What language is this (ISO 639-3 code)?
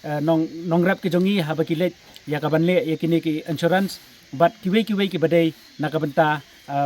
kha